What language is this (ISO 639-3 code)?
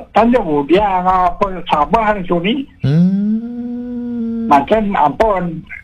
ban